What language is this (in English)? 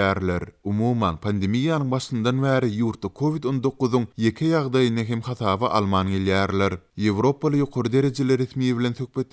Turkmen